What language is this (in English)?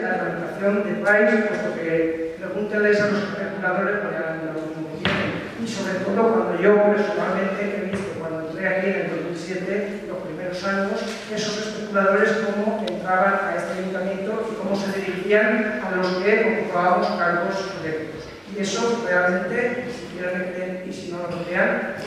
Spanish